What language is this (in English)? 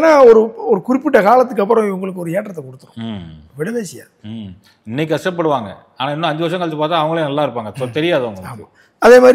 Tamil